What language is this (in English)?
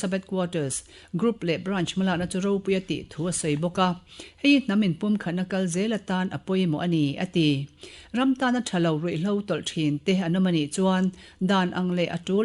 Mizo